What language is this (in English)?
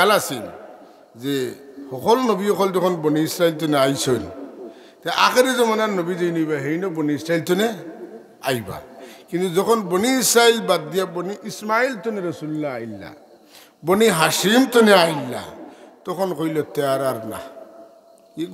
Sylheti